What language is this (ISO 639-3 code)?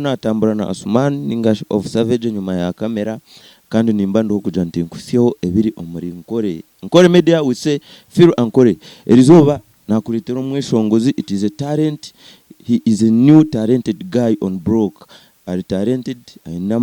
nyn